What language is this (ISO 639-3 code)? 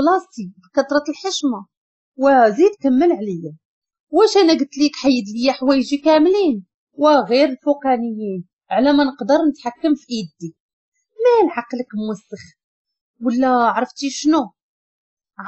ary